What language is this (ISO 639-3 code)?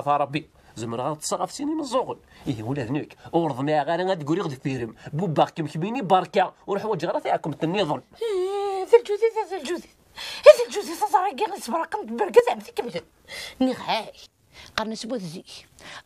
kab